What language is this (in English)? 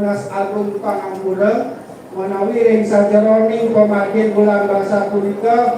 Balinese